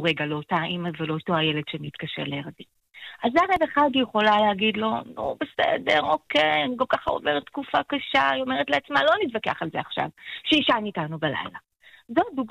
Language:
Hebrew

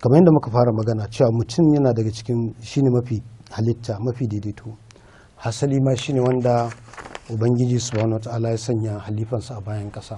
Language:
Hausa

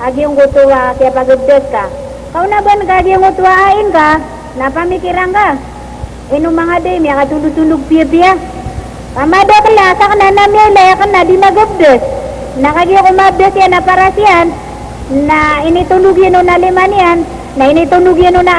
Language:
Maranao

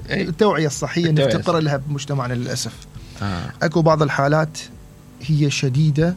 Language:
Mesopotamian Arabic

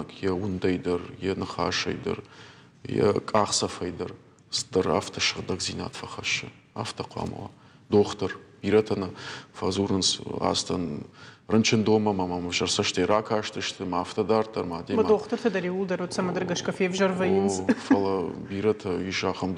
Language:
Ossetic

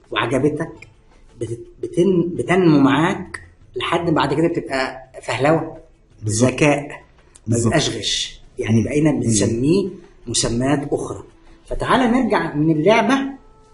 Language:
Egyptian Arabic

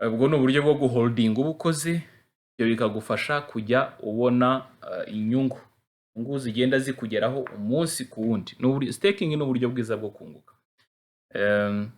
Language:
Kinyarwanda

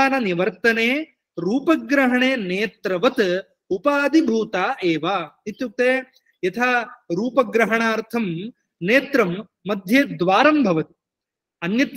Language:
Sanskrit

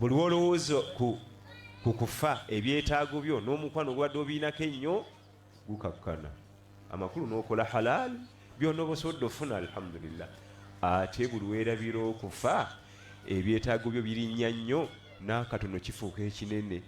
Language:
Ganda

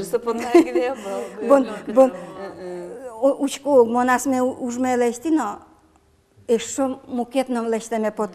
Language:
Udmurt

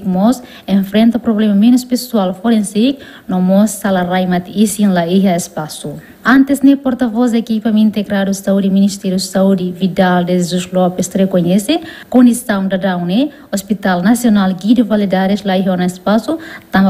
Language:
Tetum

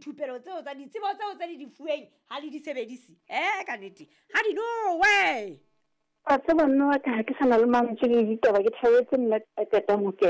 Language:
Southern Sotho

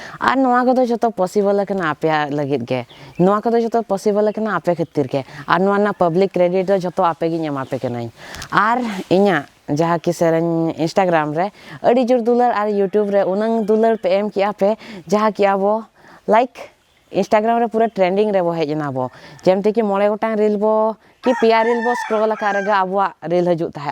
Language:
Santali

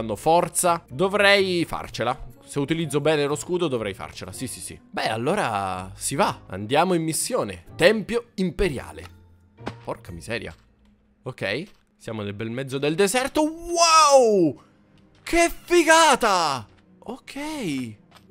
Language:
Italian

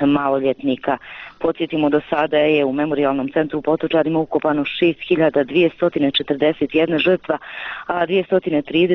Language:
Bosnian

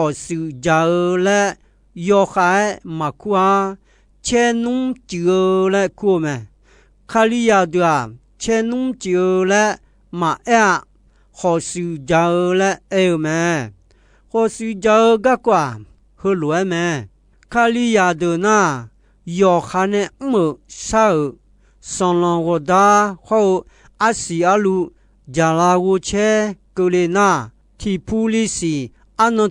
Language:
Akha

